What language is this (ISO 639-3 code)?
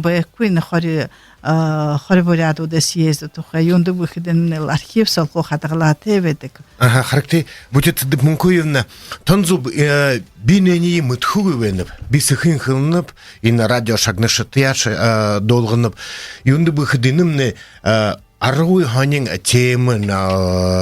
bua